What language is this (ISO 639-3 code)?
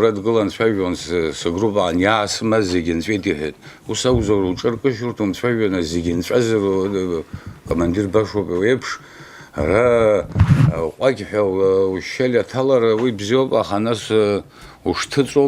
abk